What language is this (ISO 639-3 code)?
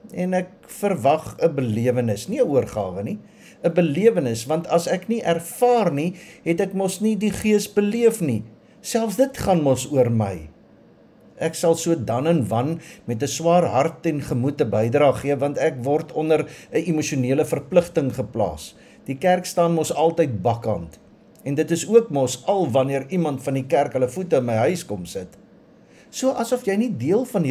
afr